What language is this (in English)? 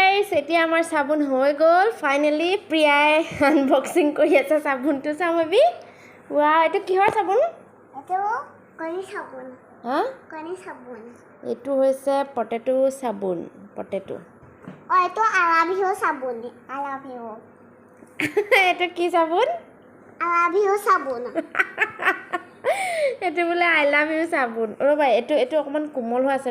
Assamese